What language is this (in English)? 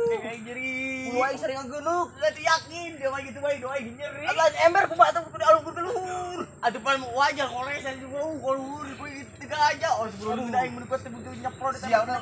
Sundanese